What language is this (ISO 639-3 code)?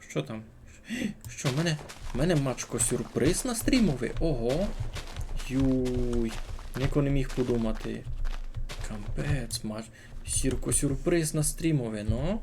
rue